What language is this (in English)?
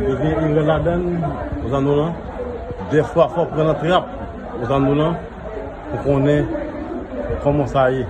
Haitian Creole